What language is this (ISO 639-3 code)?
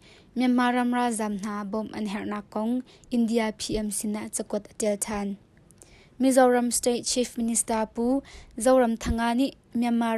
cnh